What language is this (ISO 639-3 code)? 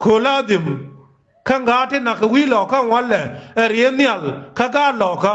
nus